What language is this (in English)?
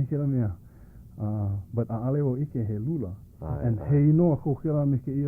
Hawaiian